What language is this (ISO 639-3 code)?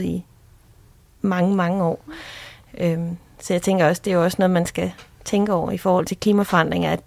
dan